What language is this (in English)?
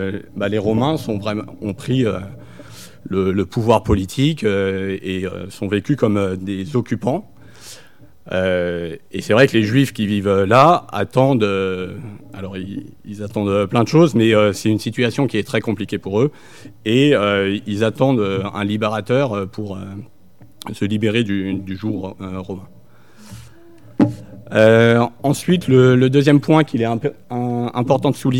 French